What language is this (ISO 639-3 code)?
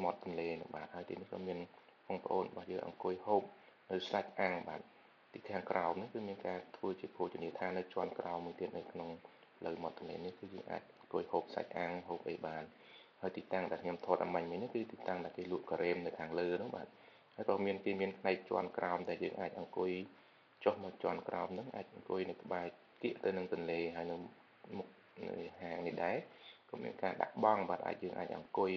khm